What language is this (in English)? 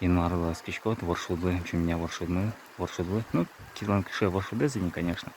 Udmurt